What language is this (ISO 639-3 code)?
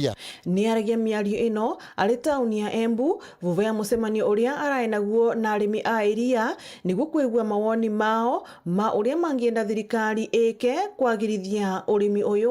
mer